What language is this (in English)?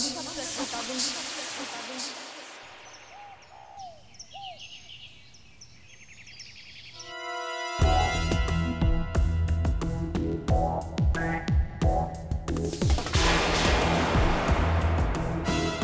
Hindi